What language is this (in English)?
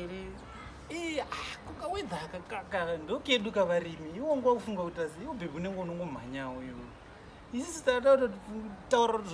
Shona